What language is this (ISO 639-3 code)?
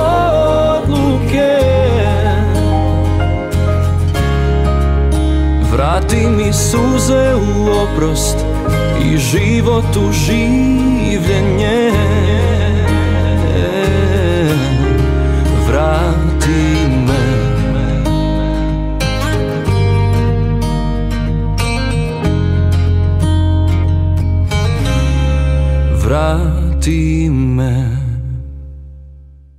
hrv